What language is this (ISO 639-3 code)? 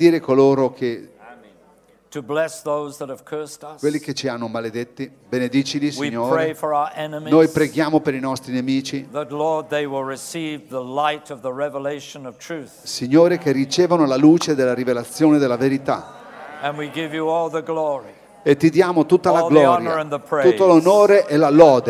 ita